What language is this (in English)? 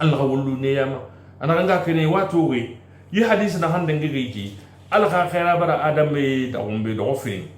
Susu